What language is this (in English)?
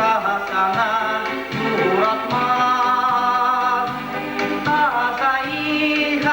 Chuvash